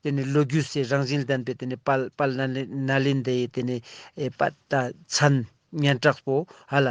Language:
Ladakhi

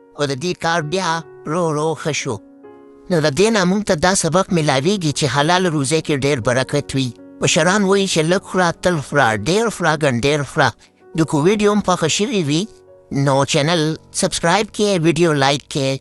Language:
Pashto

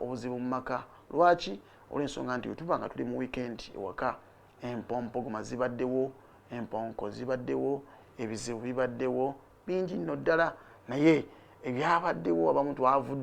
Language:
Ganda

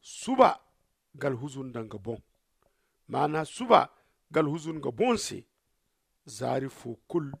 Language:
Zarma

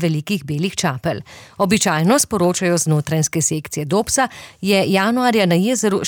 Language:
Slovenian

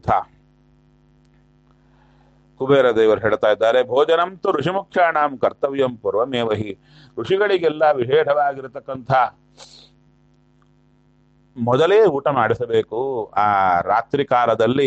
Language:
Kannada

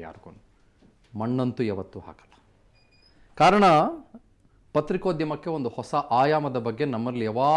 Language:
Kannada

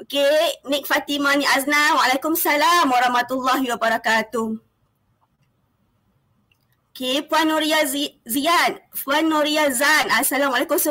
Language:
Malay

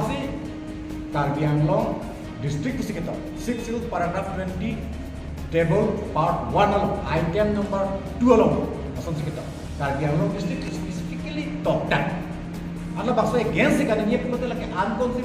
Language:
Karbi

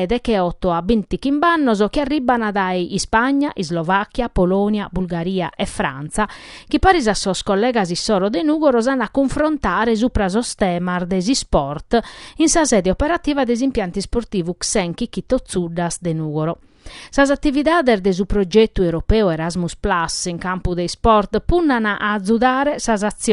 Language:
Sardinian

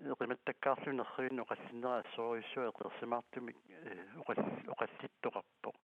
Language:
Kalaallisut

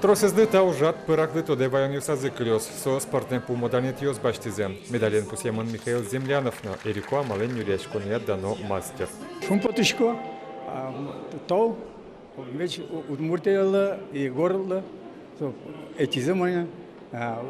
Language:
Udmurt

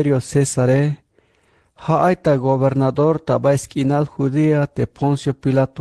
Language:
Tzeltal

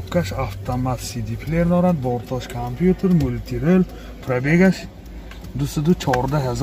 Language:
Tajik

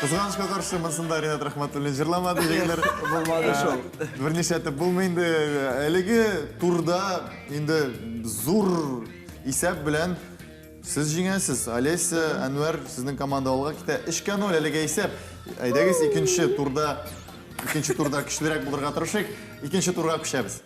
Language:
Tatar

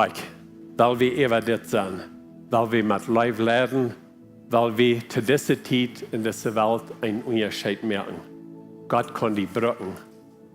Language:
Plautdietsch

